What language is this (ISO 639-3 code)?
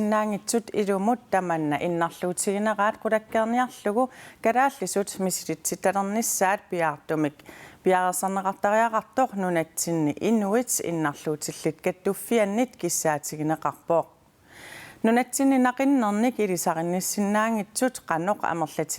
kal